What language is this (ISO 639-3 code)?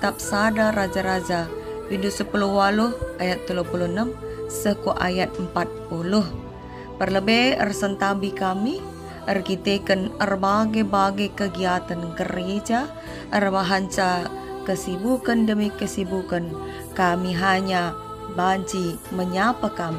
btx